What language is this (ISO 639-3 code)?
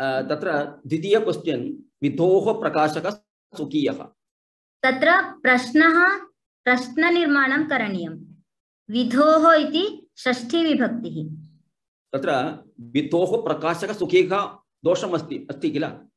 san